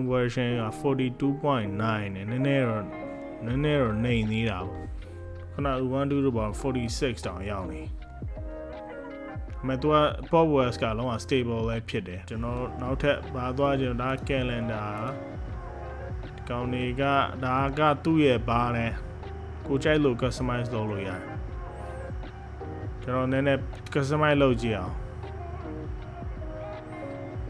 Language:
Burmese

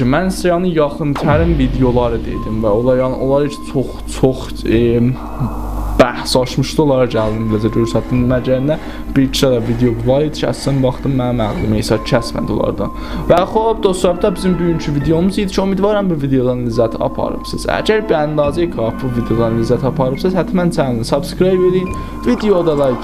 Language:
South Azerbaijani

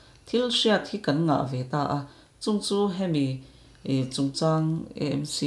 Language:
Mizo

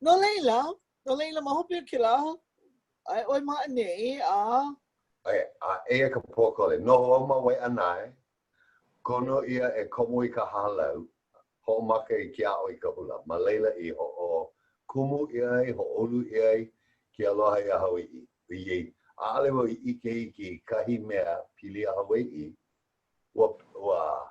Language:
Hawaiian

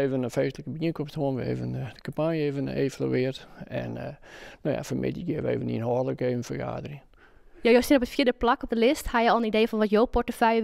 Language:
Western Frisian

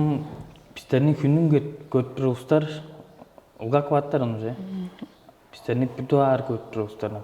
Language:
Tuvinian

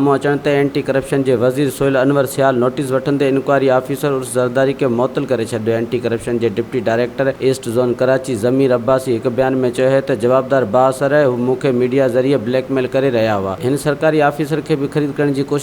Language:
Sindhi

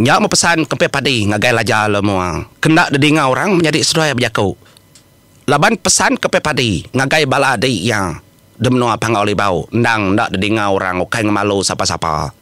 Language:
Iban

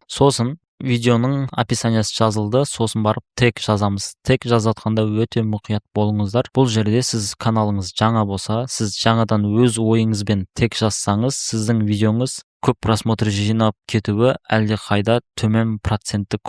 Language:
Kazakh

